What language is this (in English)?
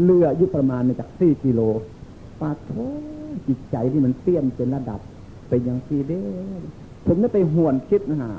Northeastern Thai